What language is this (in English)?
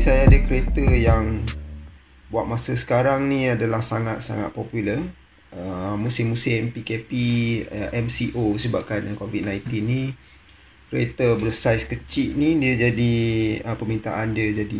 Malay